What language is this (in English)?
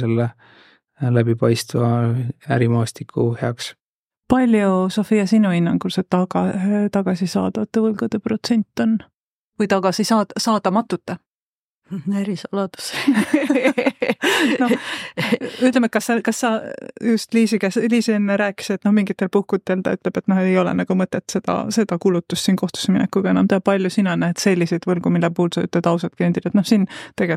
Estonian